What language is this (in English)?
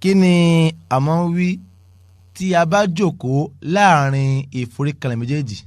Yoruba